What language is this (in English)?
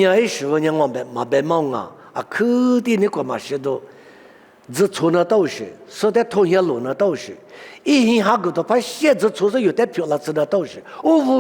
Lisu